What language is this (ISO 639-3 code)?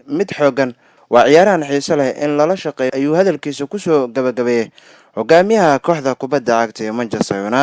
som